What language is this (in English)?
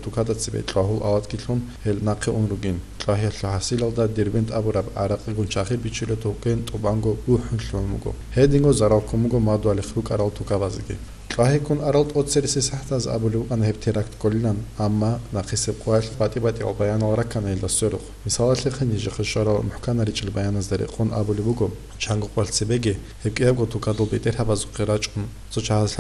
Avaric